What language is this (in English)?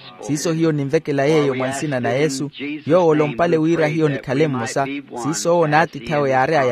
Makhuwa